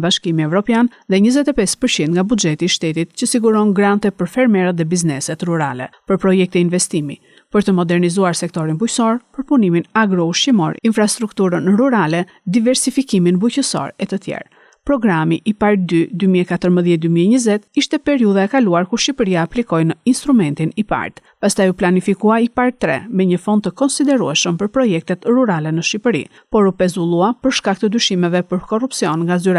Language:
Albanian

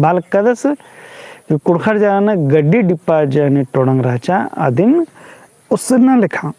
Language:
Kurukh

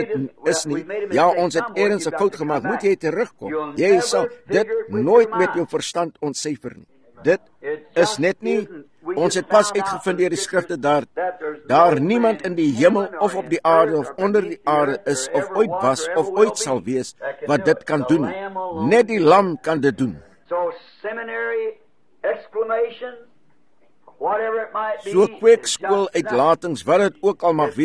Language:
Afrikaans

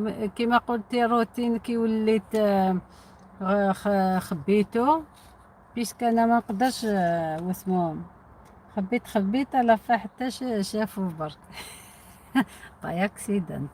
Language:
Algerian Arabic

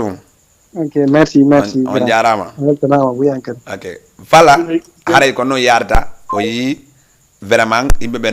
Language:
Fula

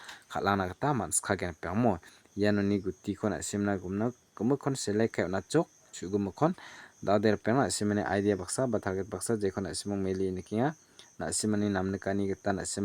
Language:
Garo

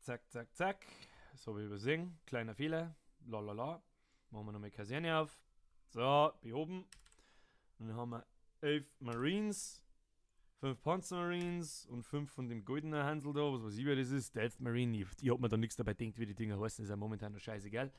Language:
Bavarian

